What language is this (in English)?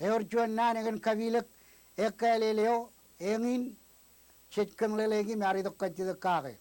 Marshallese